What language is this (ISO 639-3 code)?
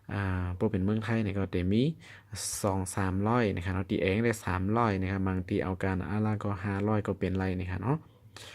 shn